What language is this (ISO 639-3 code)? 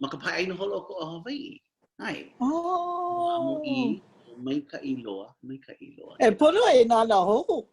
haw